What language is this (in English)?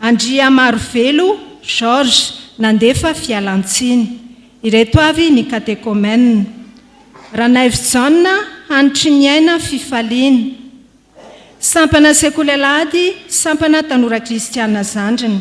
Malagasy